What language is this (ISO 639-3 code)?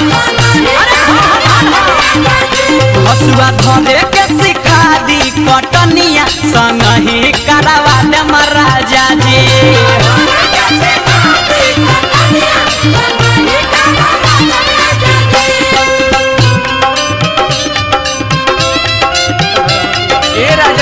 bho